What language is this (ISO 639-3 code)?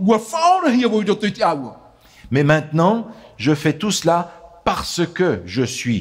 tah